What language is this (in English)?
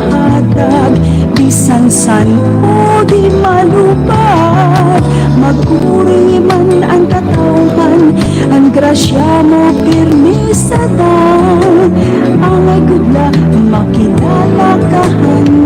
Waray